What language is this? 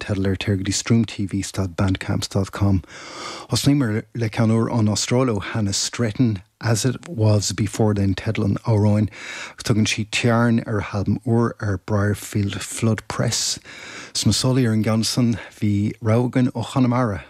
Irish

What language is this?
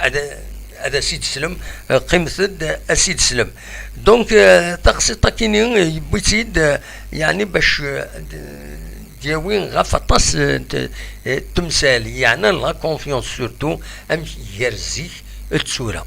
Kabyle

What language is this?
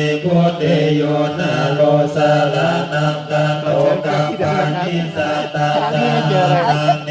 Pali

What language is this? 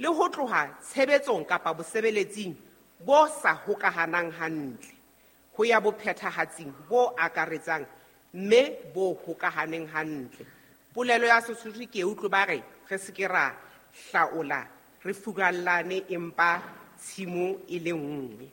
Southern Sotho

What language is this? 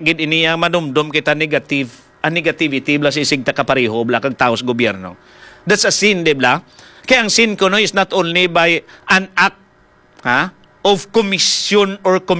Hiligaynon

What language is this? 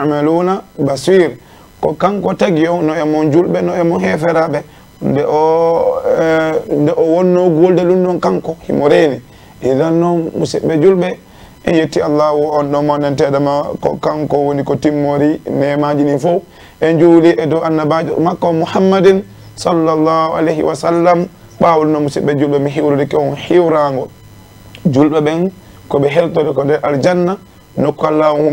Fula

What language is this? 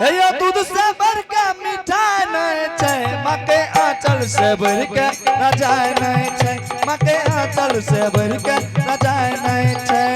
Angika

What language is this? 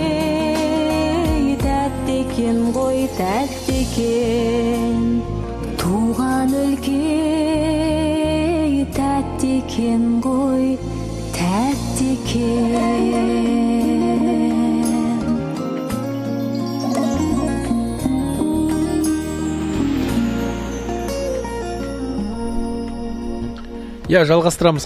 Kazakh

